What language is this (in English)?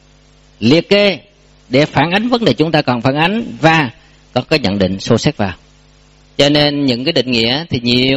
Vietnamese